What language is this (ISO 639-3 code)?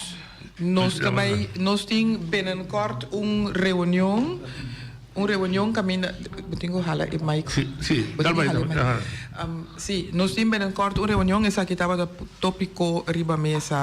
pap